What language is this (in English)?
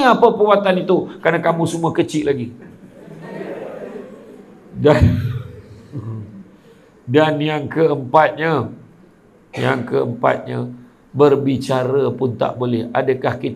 Malay